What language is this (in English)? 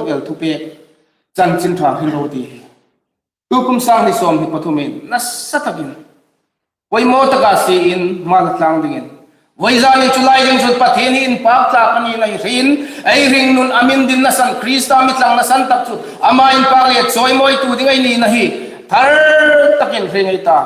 Hmar